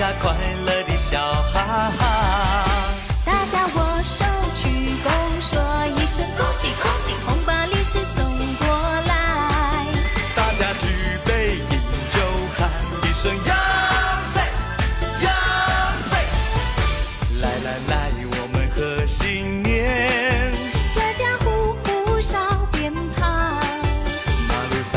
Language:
Chinese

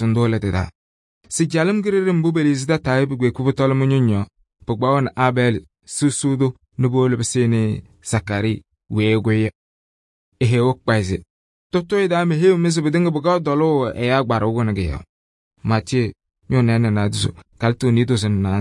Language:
Kabiyè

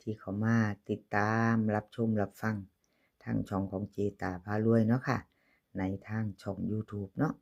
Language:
Northeastern Thai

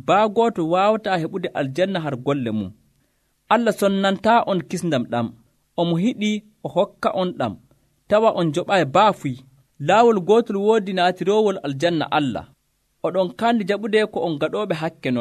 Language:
Nigerian Fulfulde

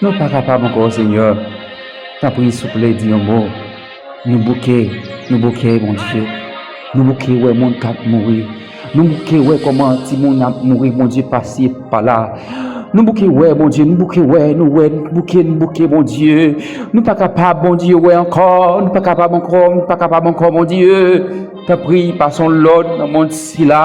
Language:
Haitian Creole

